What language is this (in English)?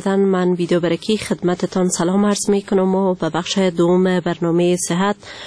Persian